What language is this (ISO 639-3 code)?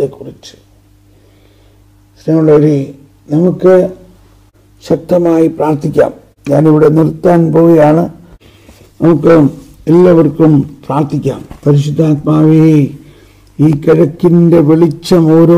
mal